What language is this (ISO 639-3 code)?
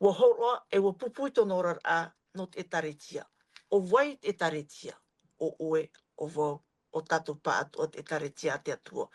tah